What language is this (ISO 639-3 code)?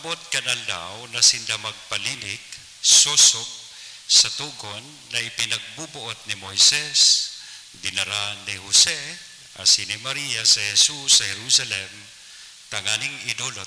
bik